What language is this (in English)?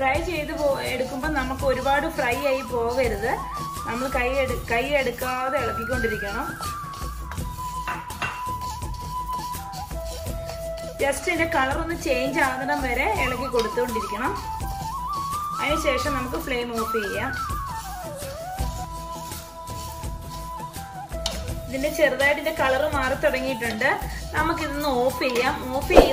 Malayalam